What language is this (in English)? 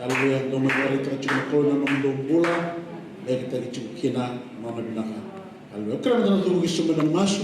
Fijian